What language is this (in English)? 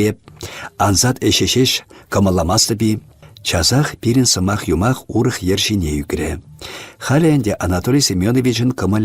Chuvash